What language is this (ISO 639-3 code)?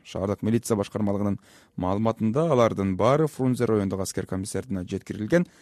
kir